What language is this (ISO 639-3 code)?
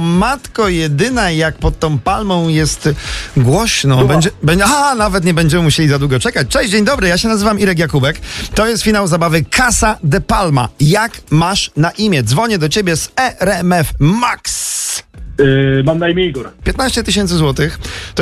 pol